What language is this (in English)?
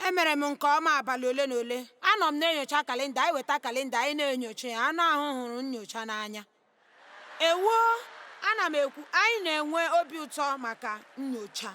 Igbo